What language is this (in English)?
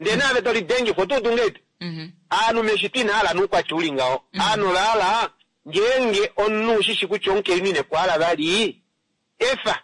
Kuanyama